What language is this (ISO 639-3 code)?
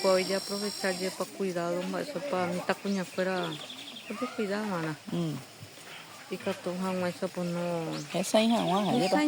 grn